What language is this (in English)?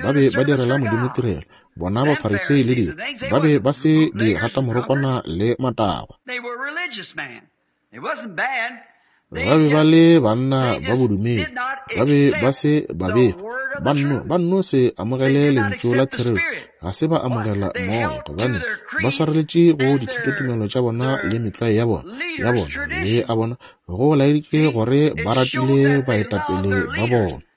Northern Sotho